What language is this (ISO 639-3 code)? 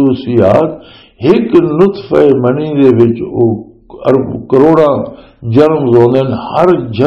lah